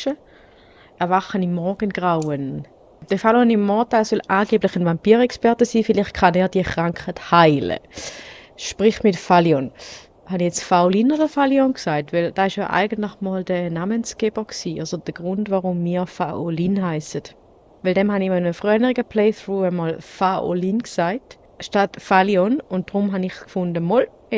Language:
Swiss German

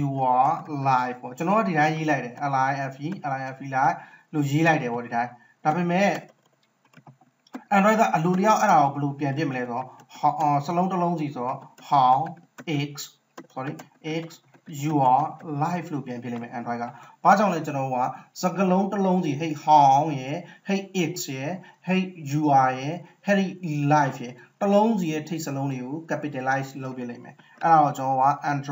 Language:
Burmese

